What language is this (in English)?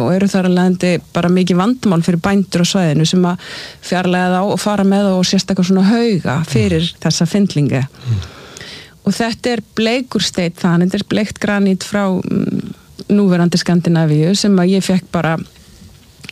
Icelandic